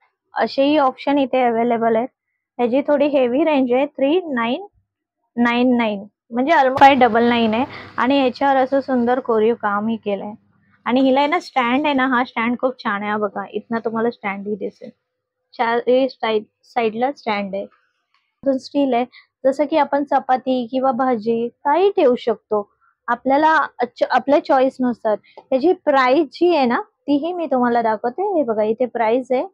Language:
Marathi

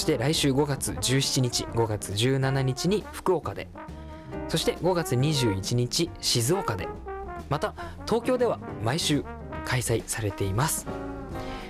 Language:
Japanese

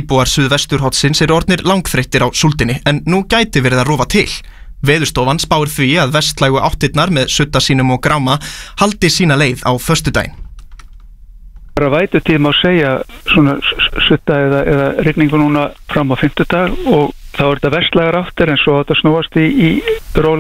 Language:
Icelandic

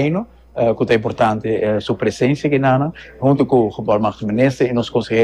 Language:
Papiamento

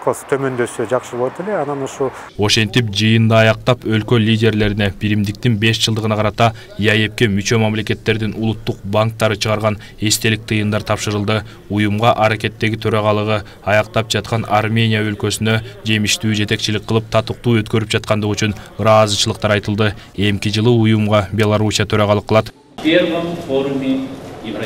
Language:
Kyrgyz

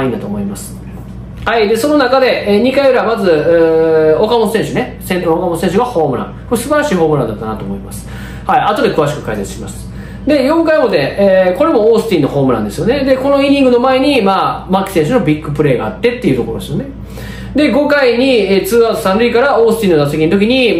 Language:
Japanese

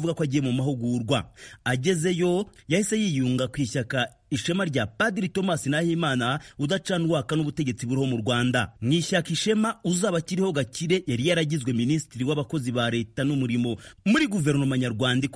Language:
Kinyarwanda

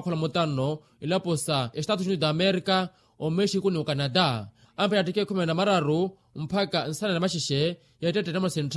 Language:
Makhuwa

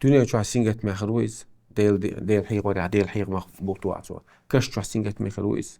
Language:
Chechen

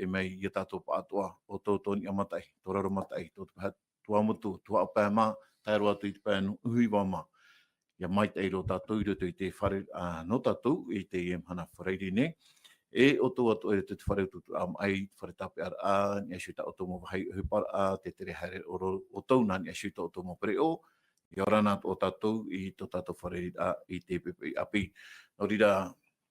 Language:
Tahitian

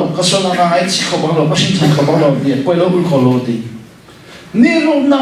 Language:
Hakha Chin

